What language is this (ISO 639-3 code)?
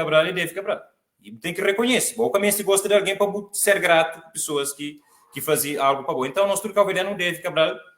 kea